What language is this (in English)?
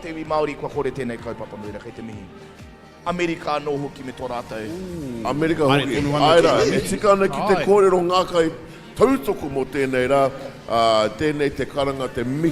Māori